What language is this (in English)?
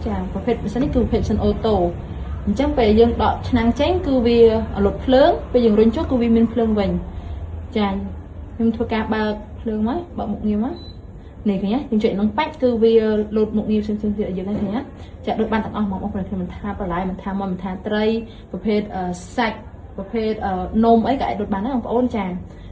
Khmer